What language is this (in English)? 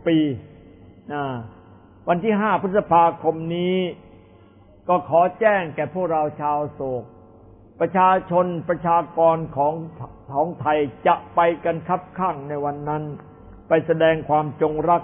Thai